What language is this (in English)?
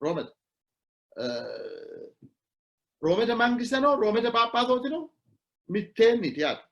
Sidamo